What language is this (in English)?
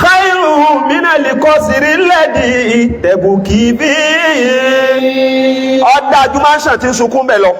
Yoruba